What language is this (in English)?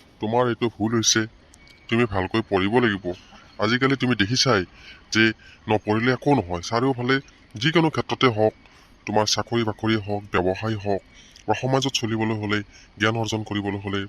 Assamese